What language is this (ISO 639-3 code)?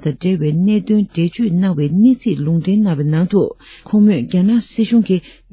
bod